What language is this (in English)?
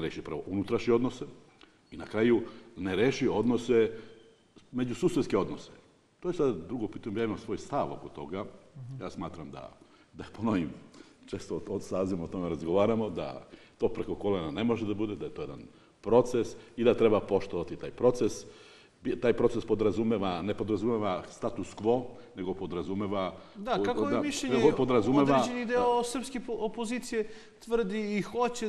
Serbian